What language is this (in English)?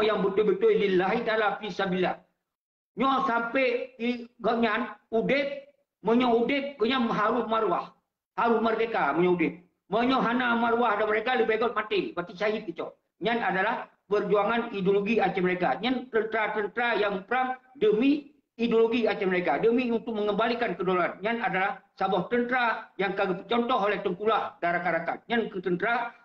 Achinese